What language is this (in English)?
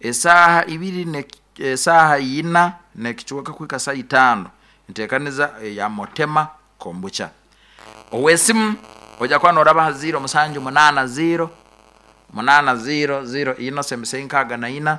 Nyoro